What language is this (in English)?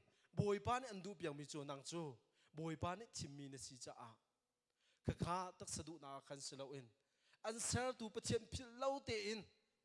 Hakha Chin